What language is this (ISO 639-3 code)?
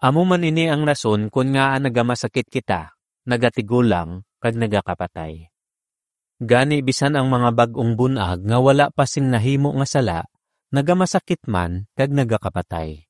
hil